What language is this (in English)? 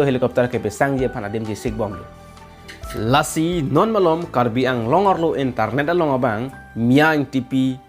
Karbi